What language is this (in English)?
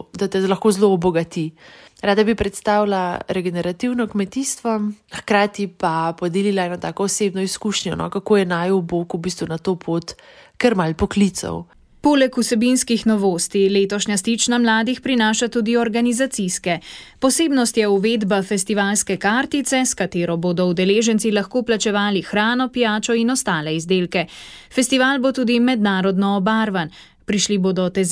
Slovenian